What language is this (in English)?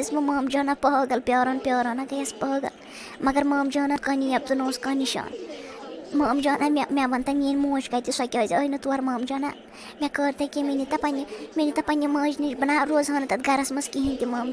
Kashmiri